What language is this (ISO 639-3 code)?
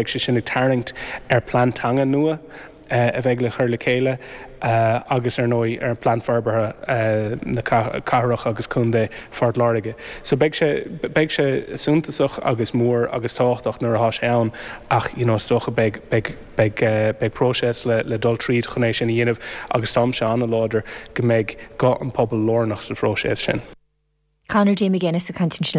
gle